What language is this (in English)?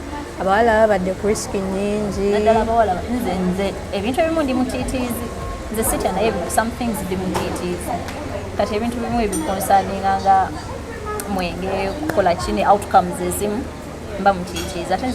Ganda